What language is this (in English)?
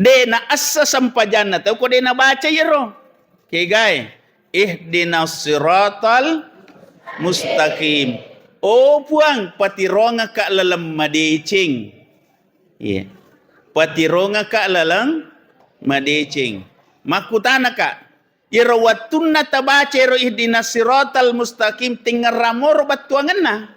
Buginese